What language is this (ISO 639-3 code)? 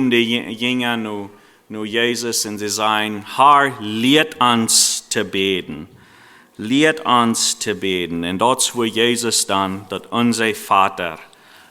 pdt